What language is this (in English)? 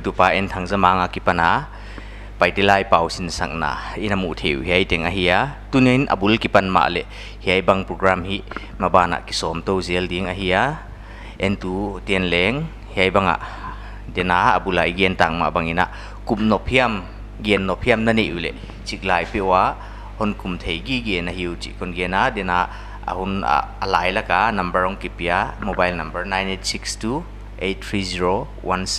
Paite Chin